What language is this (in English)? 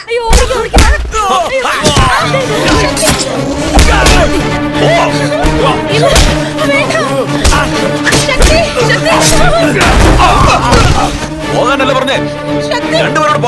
Malayalam